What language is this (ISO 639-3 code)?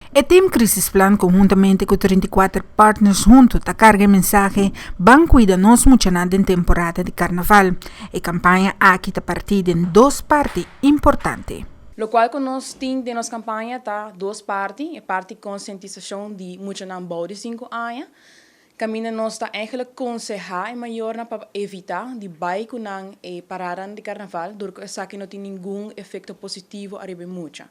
pap